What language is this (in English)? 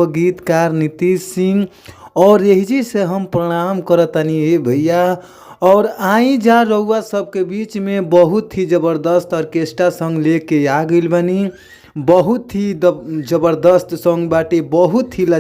Bhojpuri